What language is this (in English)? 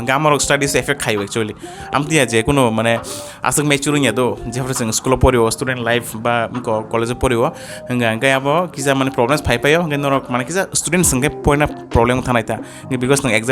Kok Borok